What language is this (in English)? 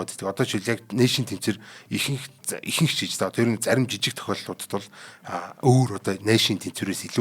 Mongolian